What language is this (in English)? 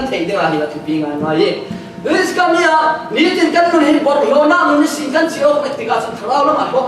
Falam Chin